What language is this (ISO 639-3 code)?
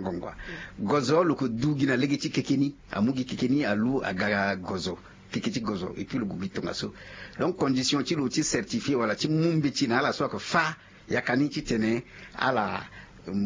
sag